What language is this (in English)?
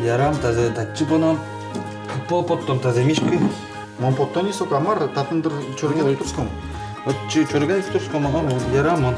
Udmurt